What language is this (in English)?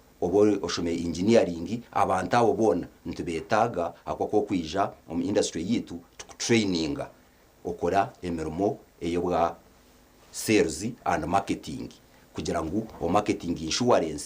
Nyankole